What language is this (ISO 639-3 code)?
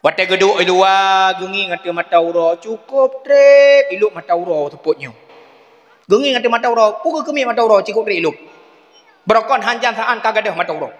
ace